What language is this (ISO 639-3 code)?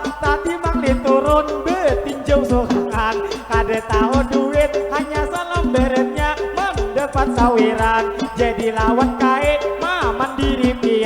bjn